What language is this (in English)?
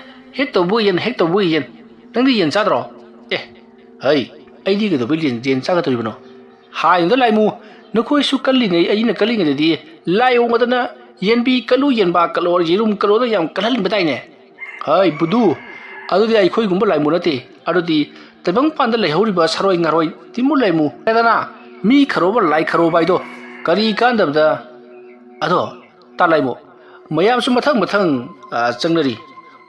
Manipuri